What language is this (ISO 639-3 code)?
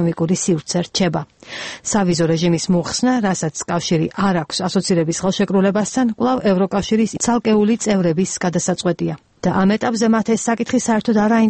kat